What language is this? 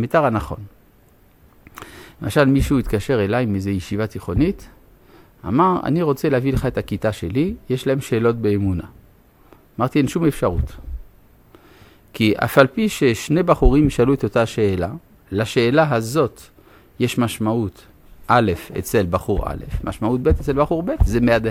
Hebrew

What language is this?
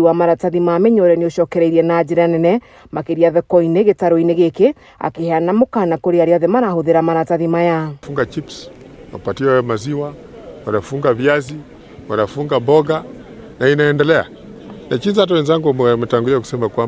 Kikuyu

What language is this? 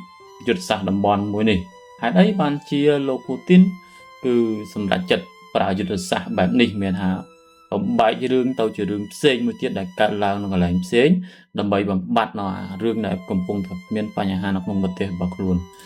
Khmer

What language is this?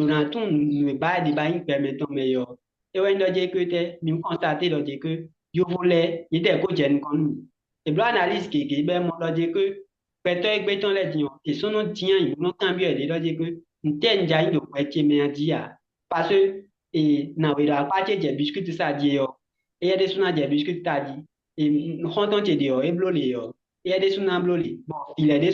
Fon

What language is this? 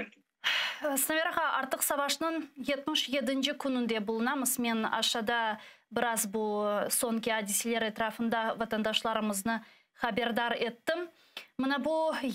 Crimean Tatar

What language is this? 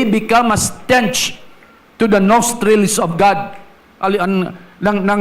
Hiligaynon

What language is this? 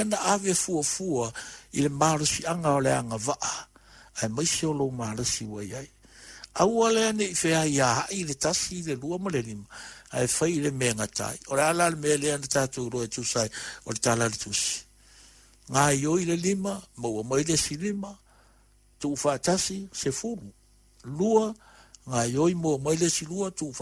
Samoan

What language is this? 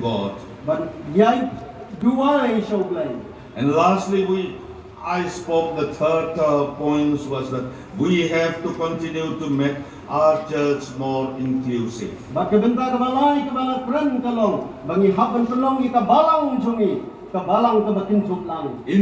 Khasi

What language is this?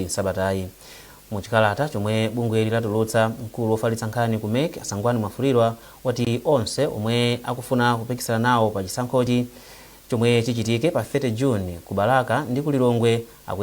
Nyanja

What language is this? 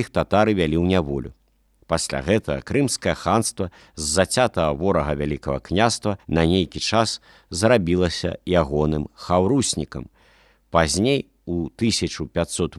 Belarusian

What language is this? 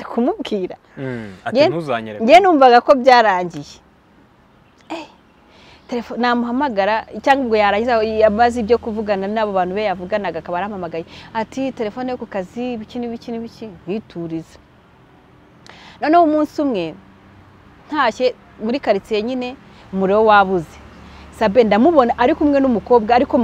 Kinyarwanda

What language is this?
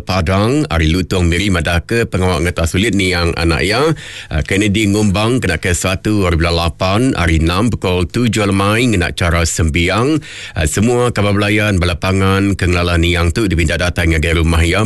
Iban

